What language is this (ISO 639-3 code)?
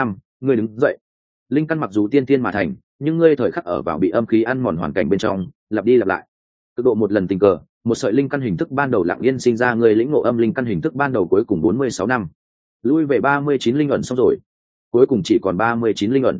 vie